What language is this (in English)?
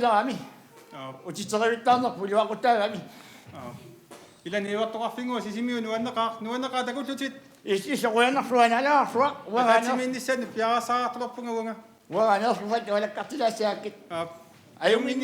Kalaallisut